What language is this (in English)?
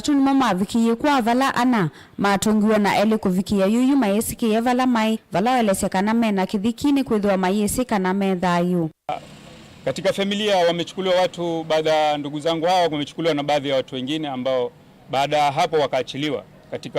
Kamba